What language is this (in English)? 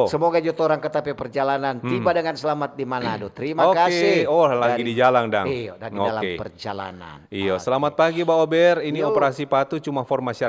Manado Malay